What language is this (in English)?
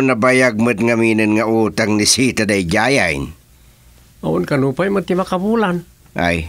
Iloko